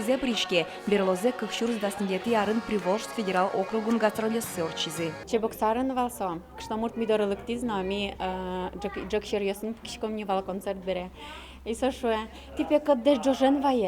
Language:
Udmurt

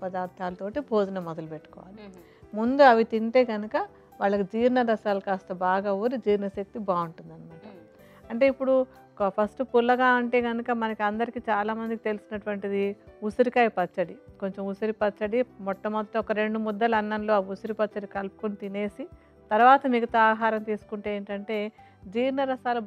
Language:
Telugu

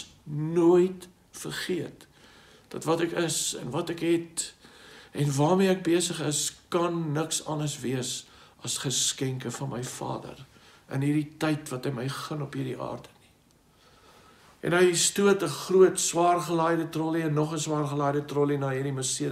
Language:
Afrikaans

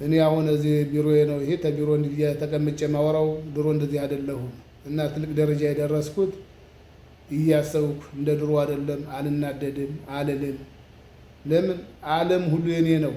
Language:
Amharic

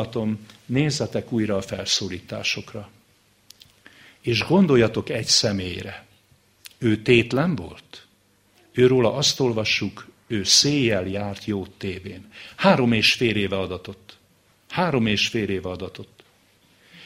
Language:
Hungarian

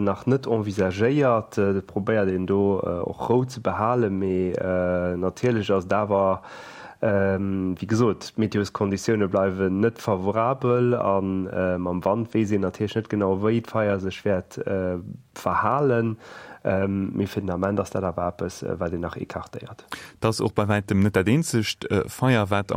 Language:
Luxembourgish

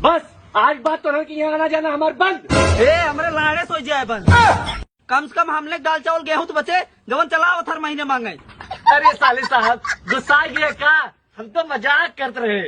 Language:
Awadhi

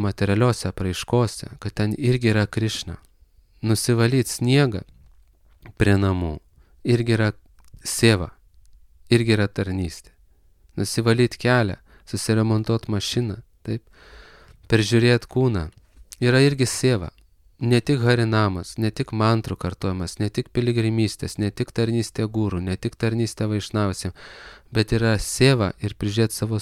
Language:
Lithuanian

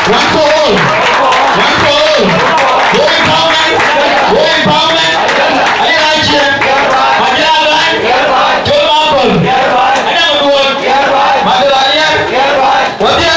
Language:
Dinka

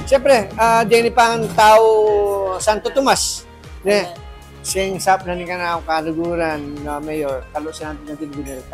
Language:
Pampanga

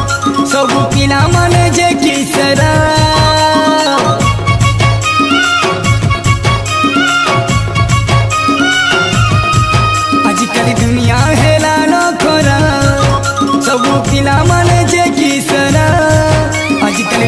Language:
Sambalpuri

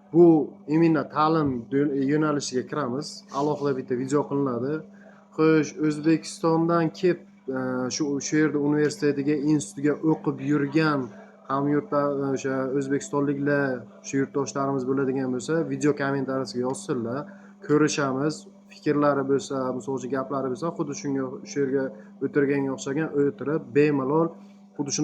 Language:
Uzbek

